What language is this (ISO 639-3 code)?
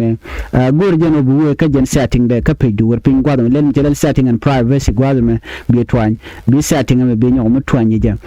nus